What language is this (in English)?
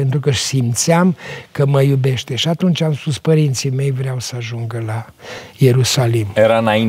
Romanian